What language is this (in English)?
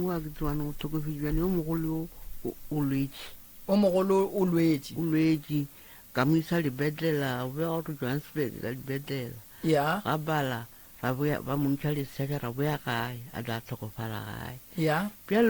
Northern Sotho